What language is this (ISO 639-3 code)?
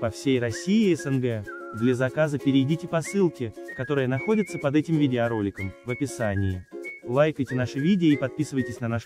rus